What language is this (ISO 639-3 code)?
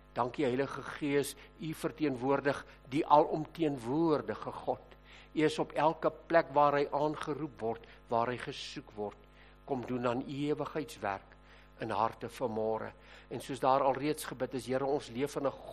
afr